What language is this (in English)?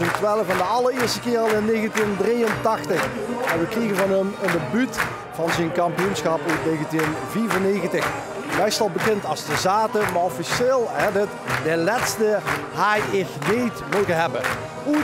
Limburgish